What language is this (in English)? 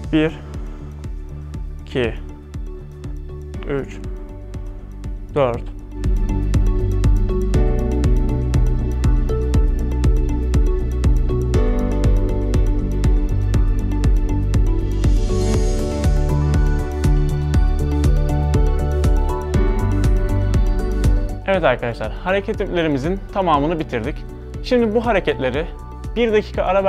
Turkish